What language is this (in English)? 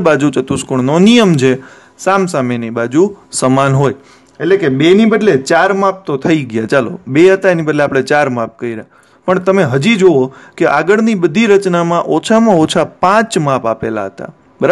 Gujarati